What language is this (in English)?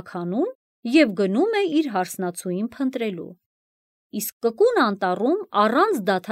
Armenian